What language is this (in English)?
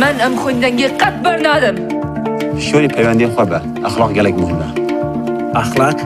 Kurdish